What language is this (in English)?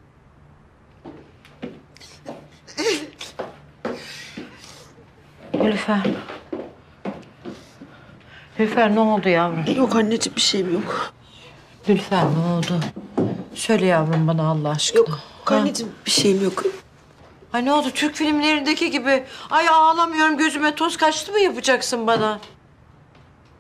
Turkish